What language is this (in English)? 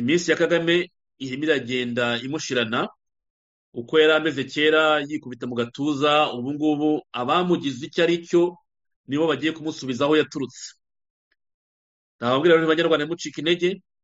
Kinyarwanda